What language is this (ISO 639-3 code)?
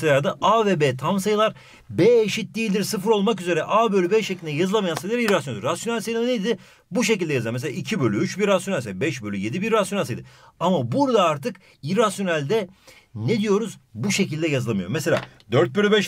tur